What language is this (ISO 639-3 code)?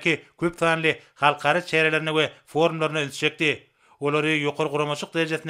tuk